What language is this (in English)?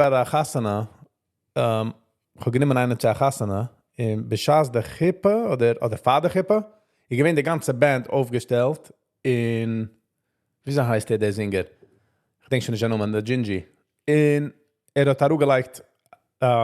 Yiddish